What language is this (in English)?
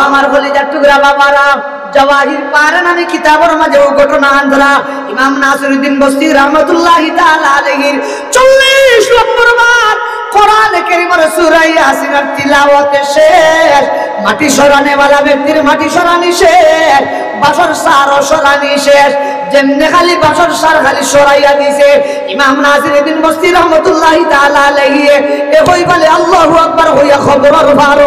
Sylheti